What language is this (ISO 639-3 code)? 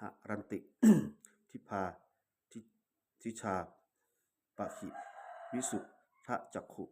pli